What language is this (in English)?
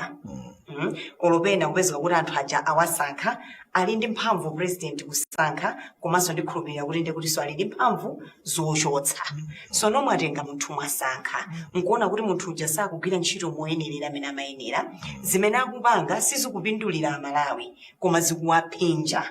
Nyanja